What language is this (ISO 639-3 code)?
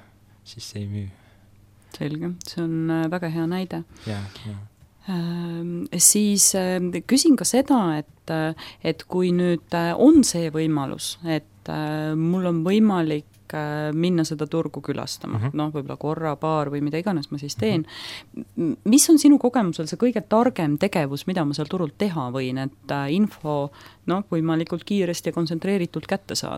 est